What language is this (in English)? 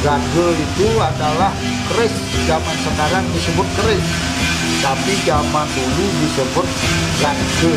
Balinese